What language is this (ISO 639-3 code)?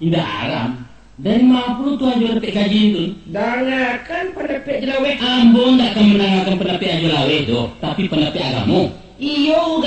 min